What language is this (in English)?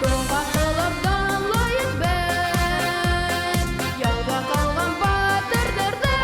Bashkir